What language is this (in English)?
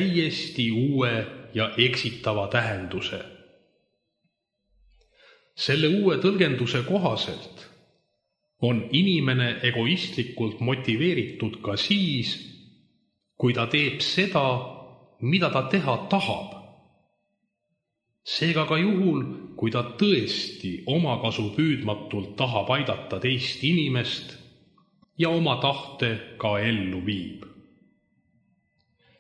Estonian